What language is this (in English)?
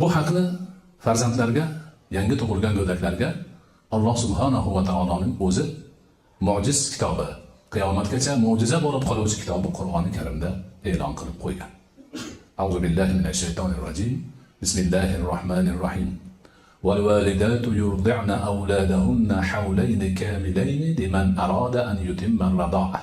Uzbek